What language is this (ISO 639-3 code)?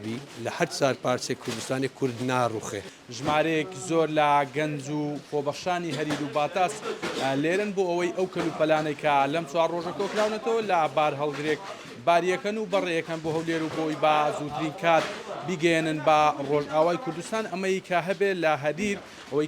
ckb